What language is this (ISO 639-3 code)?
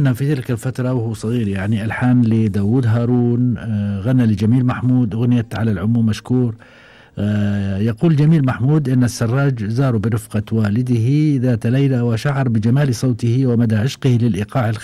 afb